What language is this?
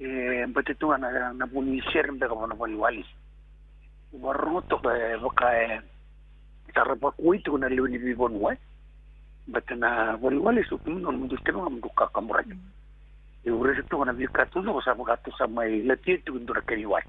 Fijian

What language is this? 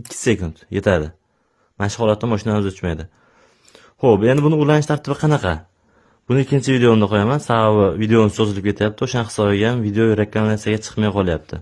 Uzbek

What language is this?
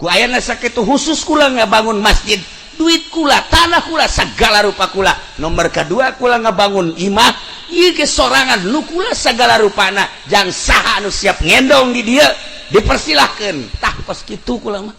Sundanese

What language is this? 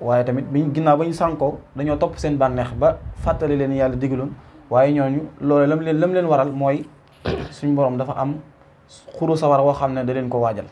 Wolof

